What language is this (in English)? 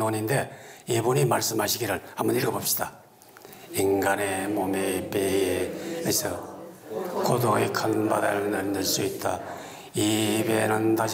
Korean